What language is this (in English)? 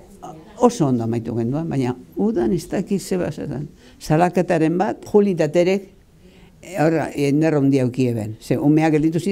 Basque